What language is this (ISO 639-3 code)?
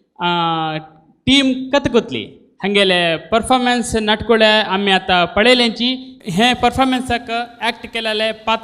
kok